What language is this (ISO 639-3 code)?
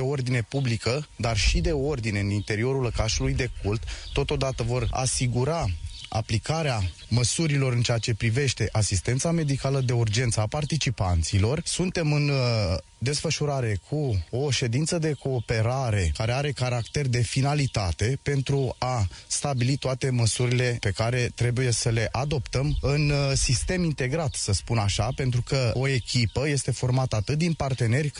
ron